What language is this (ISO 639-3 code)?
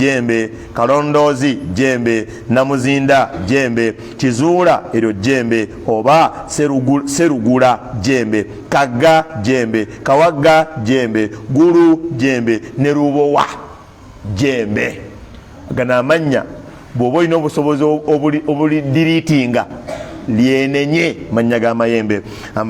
lug